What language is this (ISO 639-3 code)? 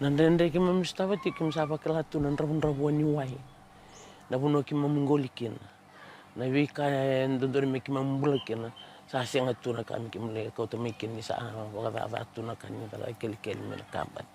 fij